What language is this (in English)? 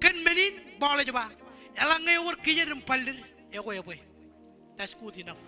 Marshallese